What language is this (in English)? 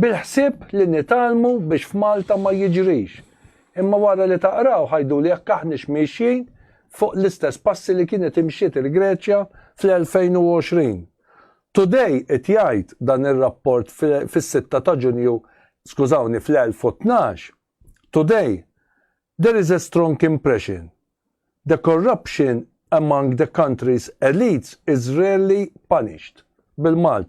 Maltese